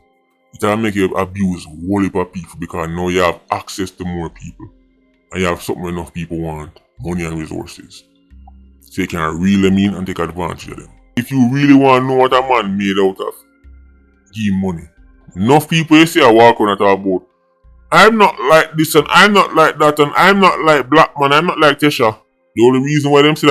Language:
Jamaican Creole English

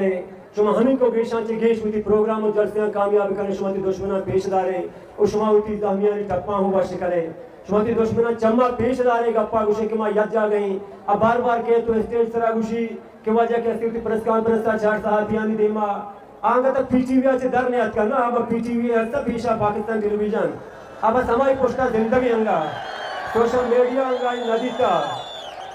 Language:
Eastern Balochi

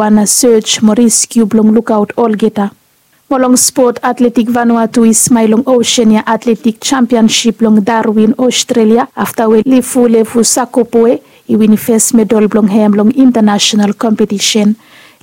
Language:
Bislama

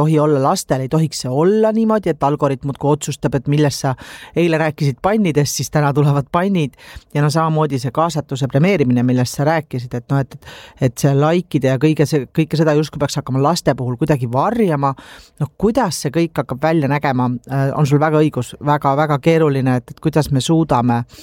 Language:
Estonian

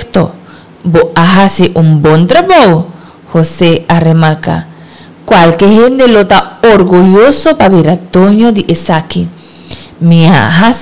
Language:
Papiamento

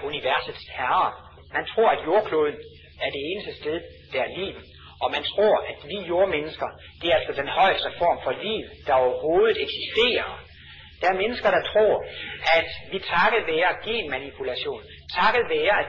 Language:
Danish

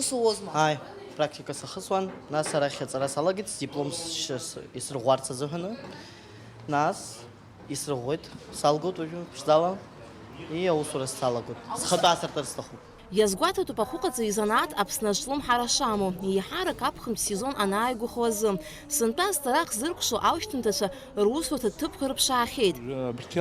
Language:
Abkhazian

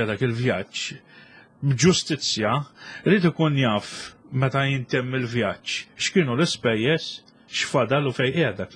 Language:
Maltese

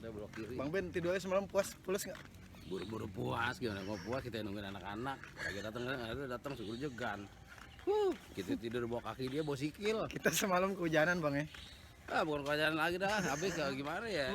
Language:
Betawi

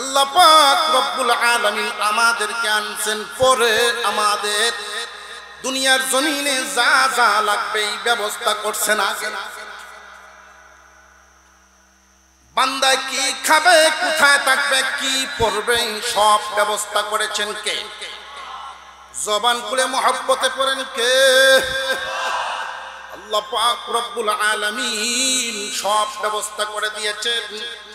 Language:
Bangla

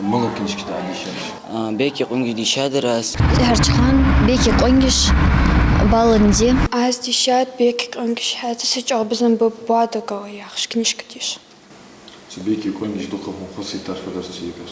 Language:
Ingush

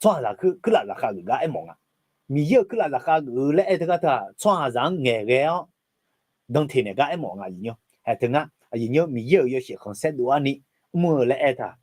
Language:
Akha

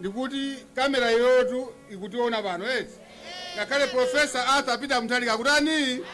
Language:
Nyanja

